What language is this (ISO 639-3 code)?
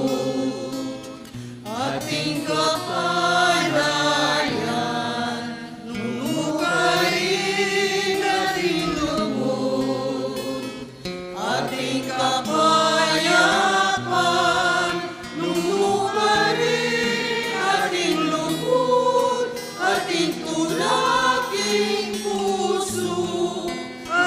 pam